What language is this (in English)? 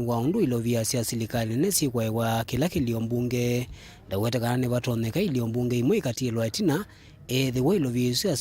Kamba